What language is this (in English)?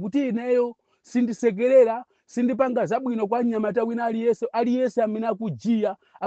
Nyanja